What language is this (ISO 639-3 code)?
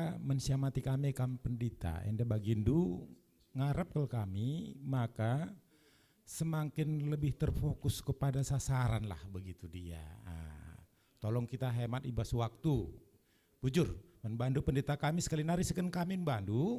btx